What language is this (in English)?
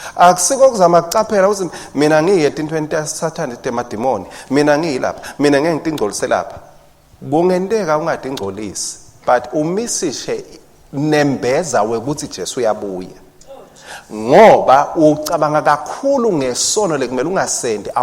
Swati